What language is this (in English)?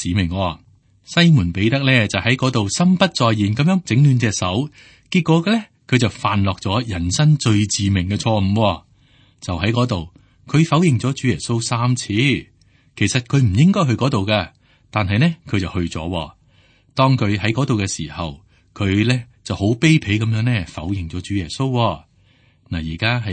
Cantonese